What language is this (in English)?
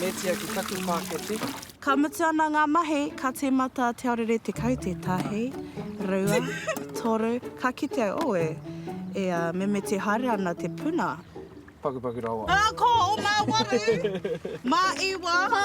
Māori